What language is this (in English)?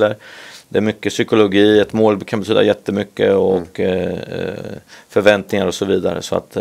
Swedish